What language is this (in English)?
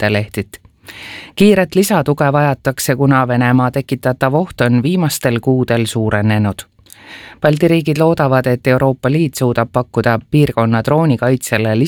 Estonian